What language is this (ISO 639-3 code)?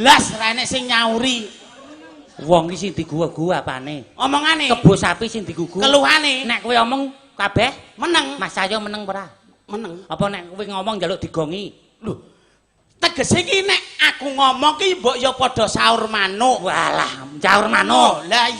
jav